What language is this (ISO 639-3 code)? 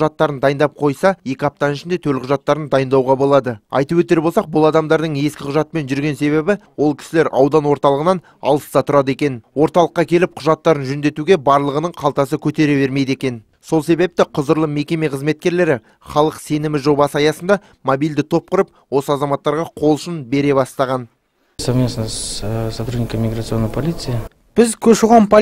kaz